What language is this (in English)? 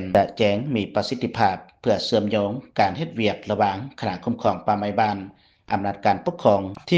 Lao